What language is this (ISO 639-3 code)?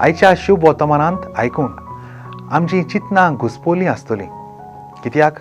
kok